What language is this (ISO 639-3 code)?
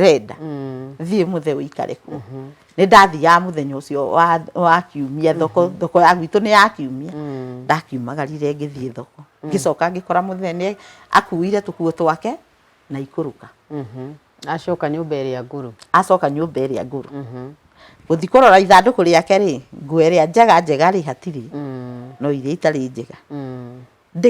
kik